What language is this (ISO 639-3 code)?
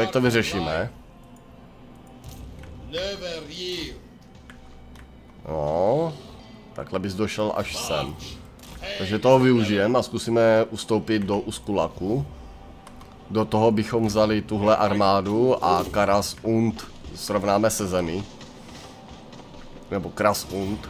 ces